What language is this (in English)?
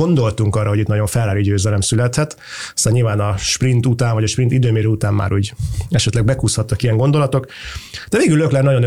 Hungarian